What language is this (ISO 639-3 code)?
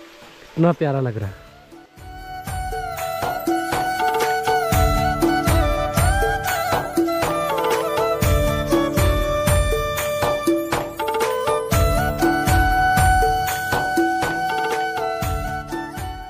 hin